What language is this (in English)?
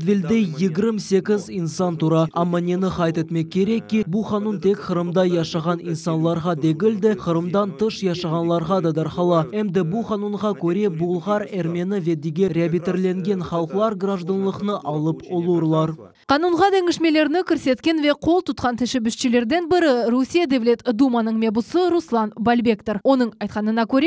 Crimean Tatar